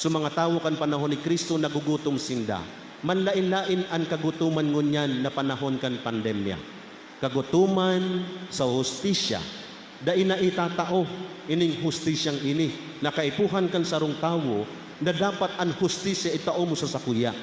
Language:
Bikol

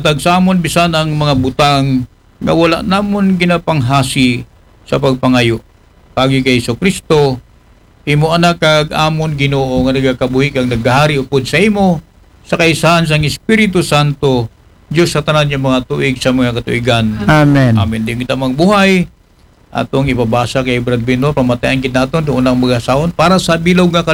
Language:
Aklanon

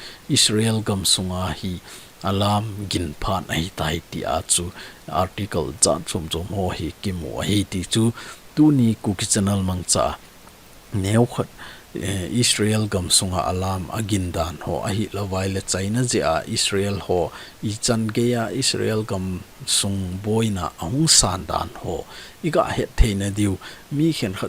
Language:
Thado Chin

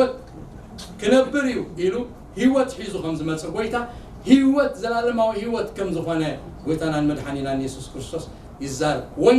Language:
Tigrinya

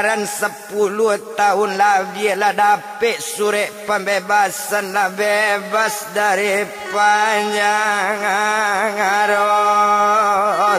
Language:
Minangkabau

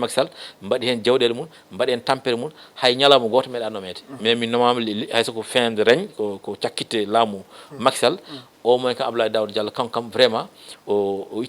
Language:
Fula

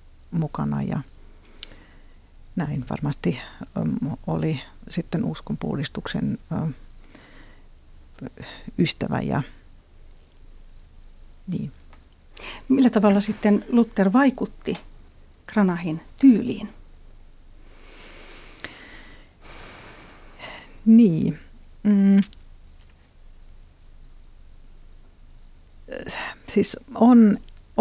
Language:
Finnish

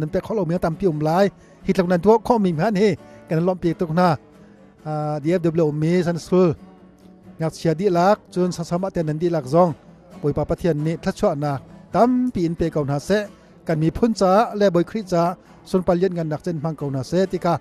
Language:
Hakha Chin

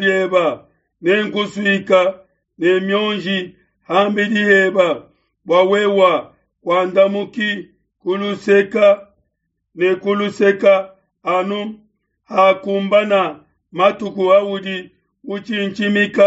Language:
Luba-Lulua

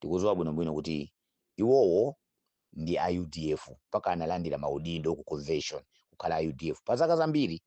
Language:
Nyanja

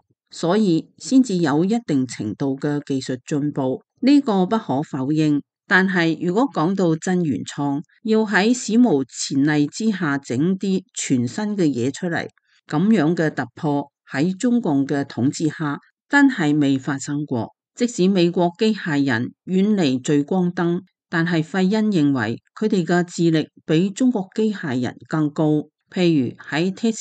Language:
Cantonese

